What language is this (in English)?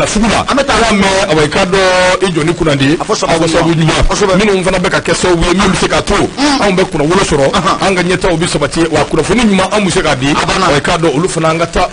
Bambara